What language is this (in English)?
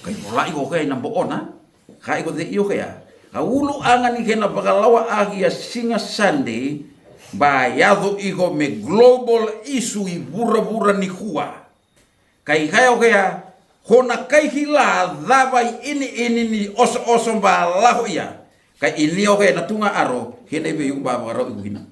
Fijian